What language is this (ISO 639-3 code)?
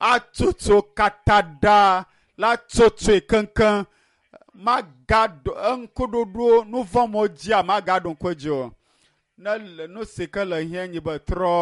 ewe